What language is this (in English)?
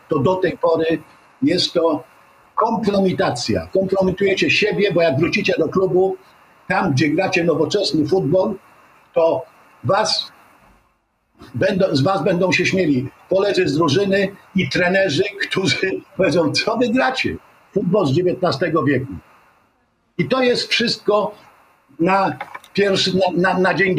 Polish